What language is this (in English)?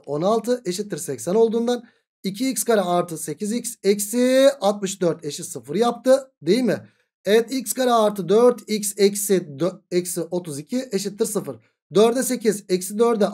Turkish